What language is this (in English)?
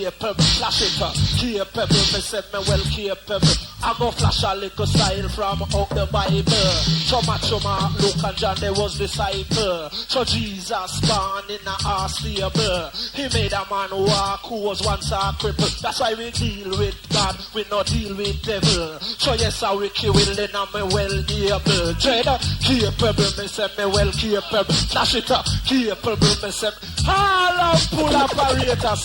Jamaican Creole English